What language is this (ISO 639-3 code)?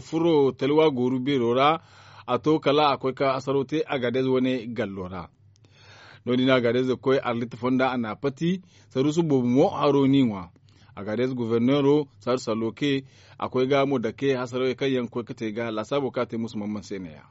dje